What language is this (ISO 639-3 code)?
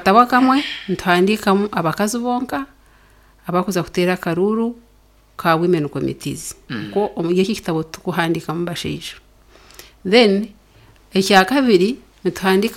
nyn